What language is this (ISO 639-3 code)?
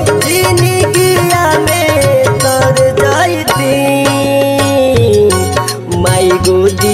bho